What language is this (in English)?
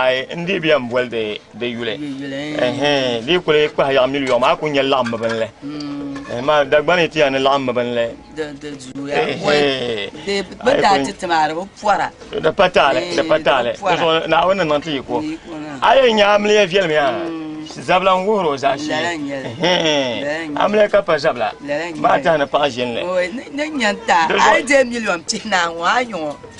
Dagbani